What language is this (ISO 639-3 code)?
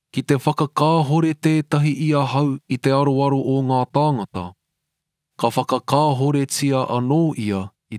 mri